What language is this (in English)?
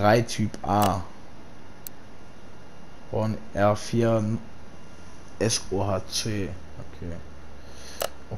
German